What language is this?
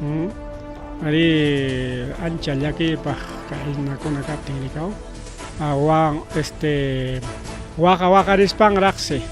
Ayacucho Quechua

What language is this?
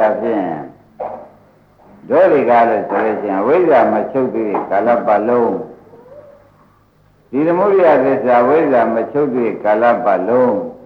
Burmese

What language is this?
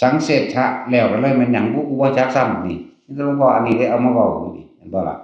Northeastern Thai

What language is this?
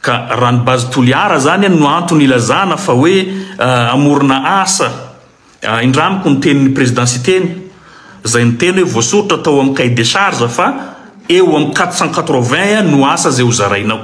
Malagasy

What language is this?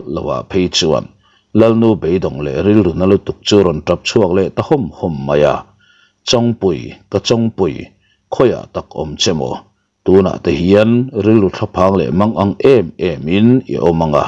Mizo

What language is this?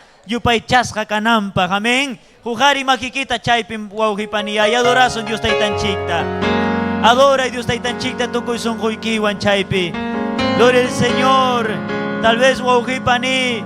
Ayacucho Quechua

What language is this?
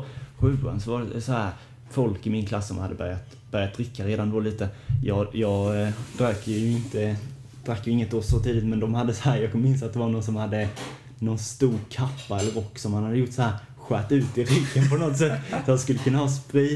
Swedish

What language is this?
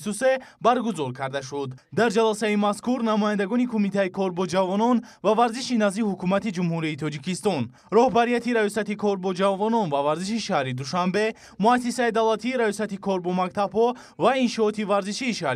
Tajik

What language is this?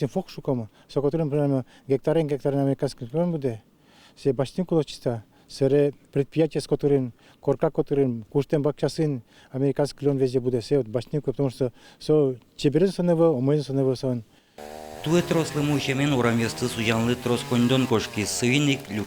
Udmurt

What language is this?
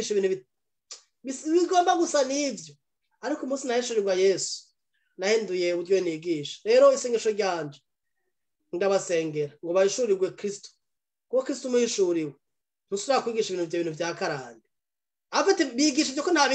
Rundi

